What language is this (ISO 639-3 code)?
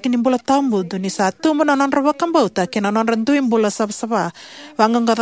fij